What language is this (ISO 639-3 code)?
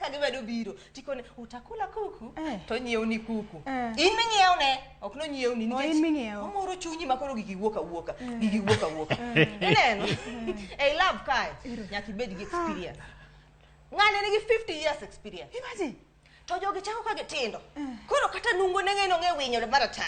luo